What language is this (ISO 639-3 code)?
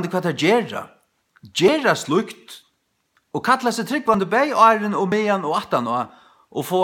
fao